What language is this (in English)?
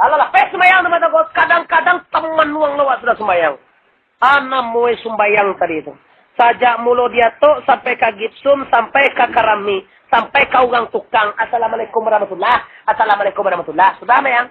Minangkabau